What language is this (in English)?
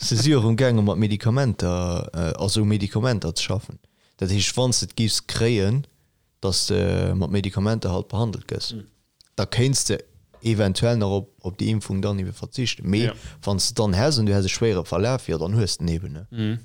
Luxembourgish